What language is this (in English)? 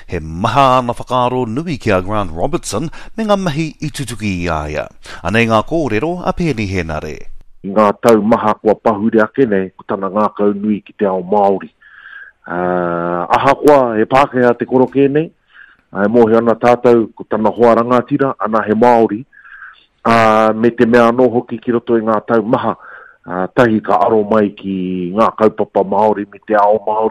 Māori